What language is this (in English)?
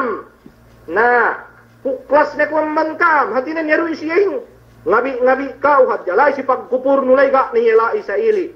Yakan